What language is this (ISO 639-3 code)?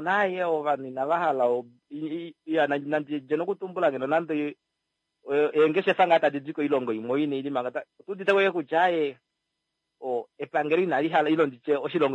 kua